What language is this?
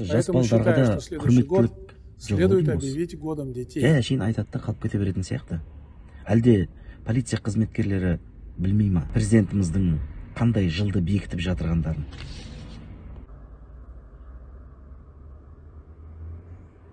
Kazakh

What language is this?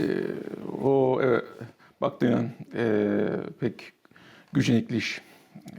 Gagauz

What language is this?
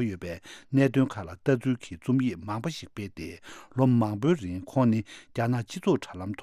Tibetan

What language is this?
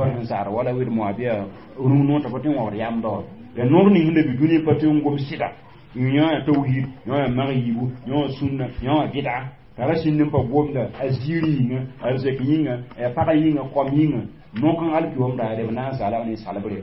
Mossi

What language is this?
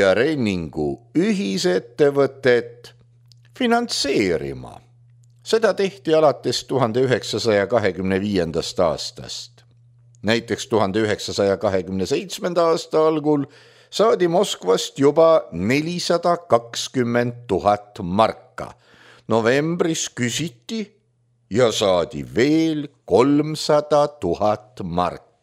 Estonian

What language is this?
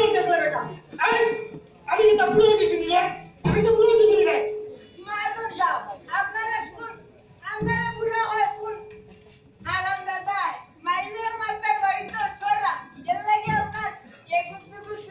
Sylheti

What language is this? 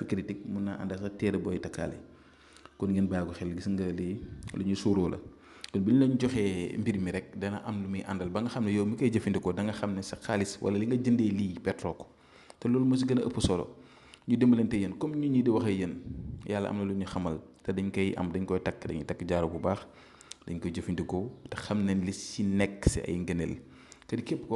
Wolof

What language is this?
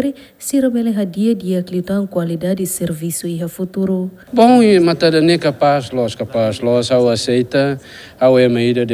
Tetum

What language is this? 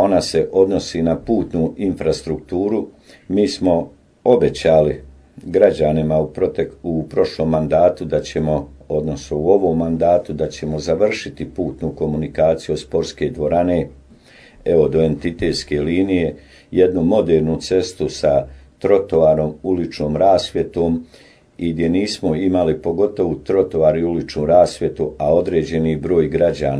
Bosnian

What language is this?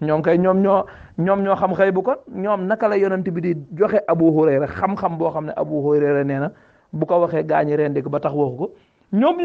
Wolof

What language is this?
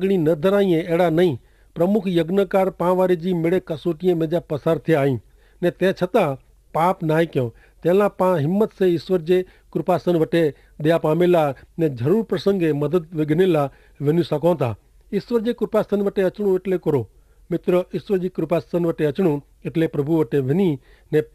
Kachhi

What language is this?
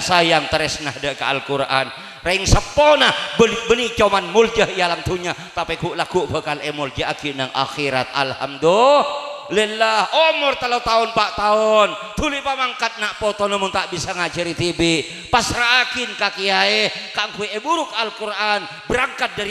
Madurese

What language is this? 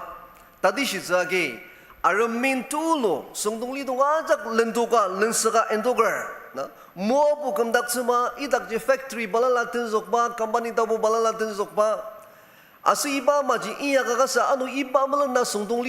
Ao Naga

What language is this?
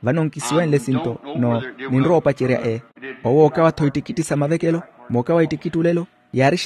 Makhuwa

